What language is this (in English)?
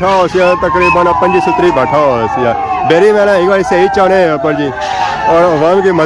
Pahari-Potwari